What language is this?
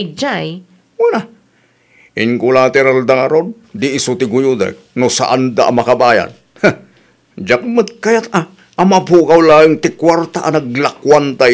Iloko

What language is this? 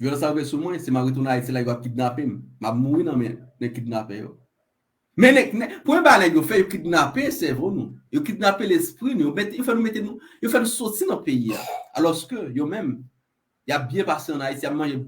Haitian Creole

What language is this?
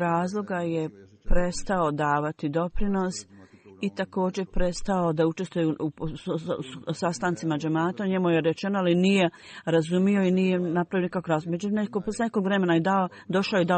Bosnian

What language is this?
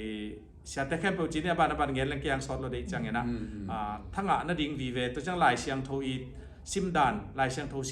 Tedim Chin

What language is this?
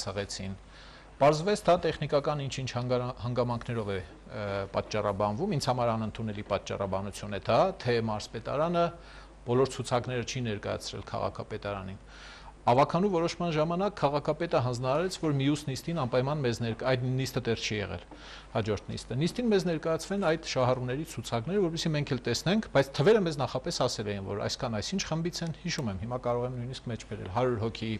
Armenian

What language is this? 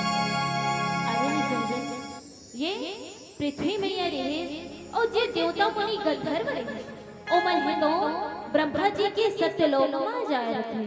Chhattisgarhi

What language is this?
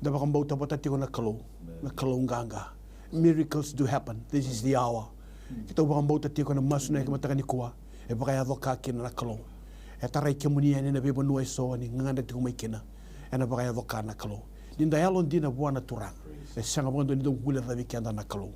Fijian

